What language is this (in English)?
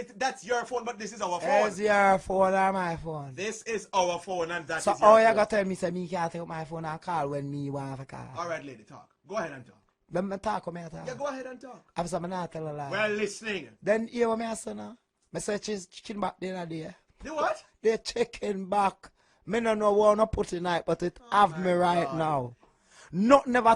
Jamaican Creole English